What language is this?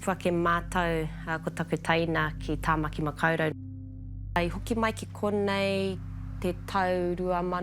Māori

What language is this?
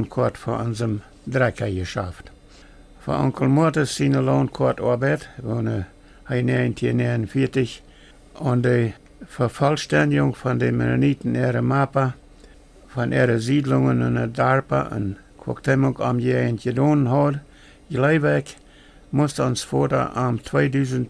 Plautdietsch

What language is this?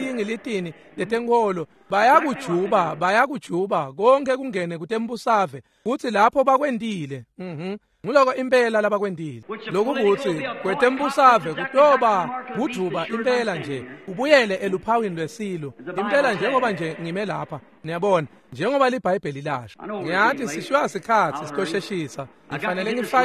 Swati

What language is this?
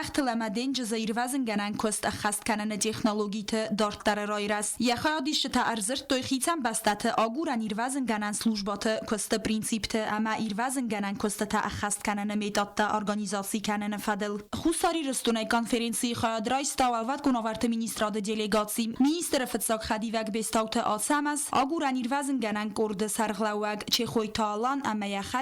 Ossetic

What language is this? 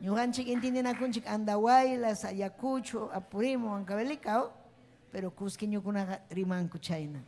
Ayacucho Quechua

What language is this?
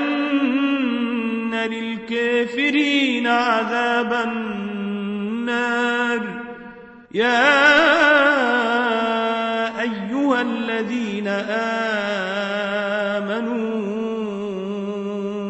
Arabic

